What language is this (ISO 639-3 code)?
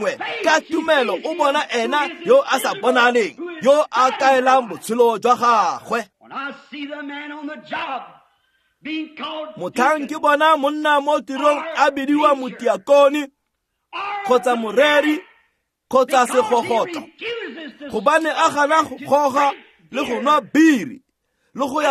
tsn